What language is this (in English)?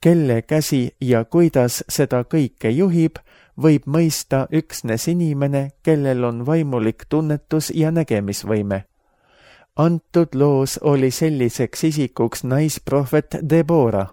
Estonian